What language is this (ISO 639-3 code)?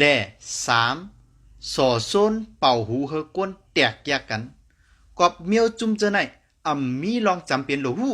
shn